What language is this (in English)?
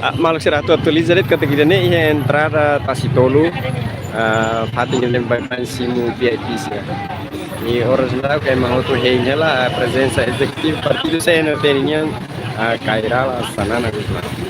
Tetum